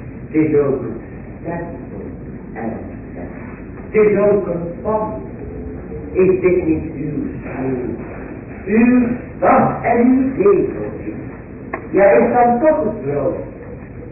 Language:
Dutch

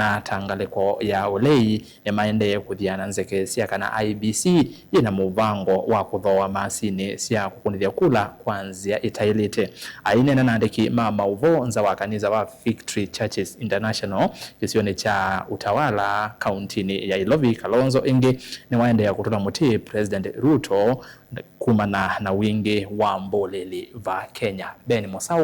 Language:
Kamba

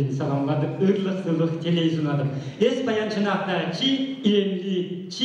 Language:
Chuvash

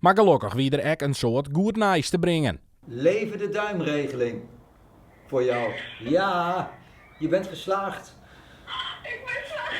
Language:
Western Frisian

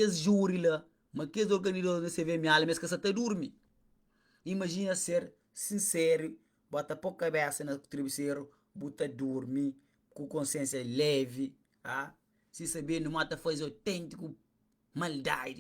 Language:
Kabuverdianu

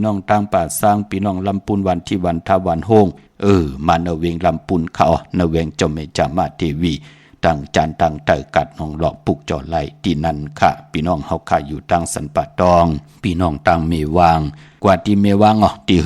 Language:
Shan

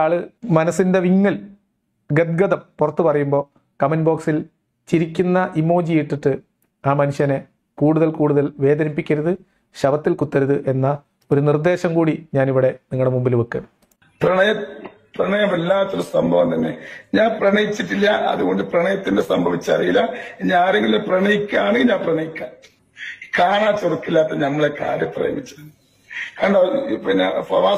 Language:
Malayalam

